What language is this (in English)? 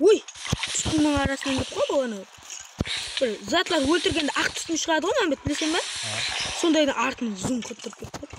Kara-Kalpak